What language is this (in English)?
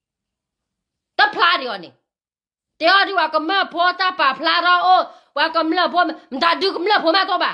S'gaw Karen